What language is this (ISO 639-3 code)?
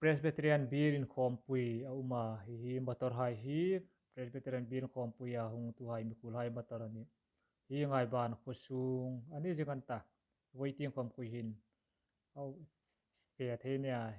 hmr